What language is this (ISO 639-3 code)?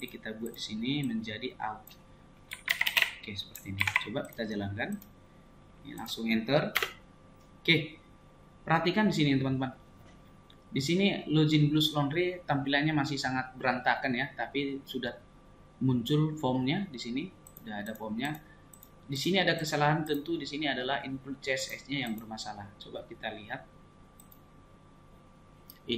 ind